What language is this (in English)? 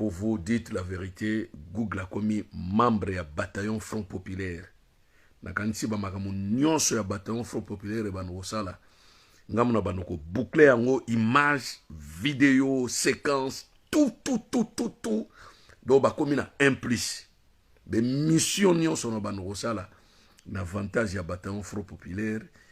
Lingala